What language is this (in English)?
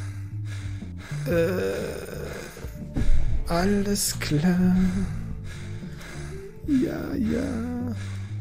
German